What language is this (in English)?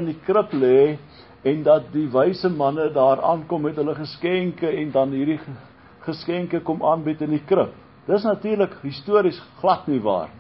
Afrikaans